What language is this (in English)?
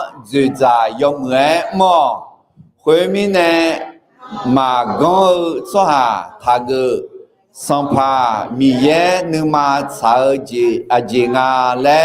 Akha